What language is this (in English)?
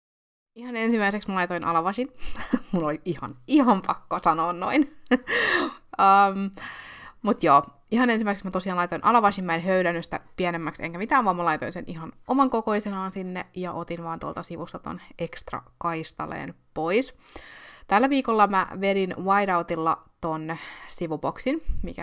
Finnish